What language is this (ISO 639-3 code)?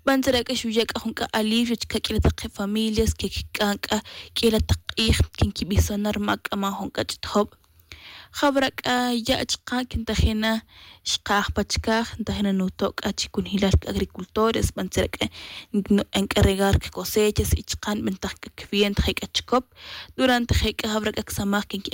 tzj